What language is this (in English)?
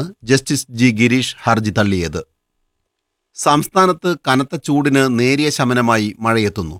Malayalam